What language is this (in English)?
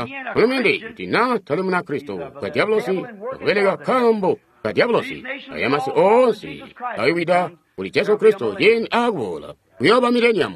Tonga (Zambia)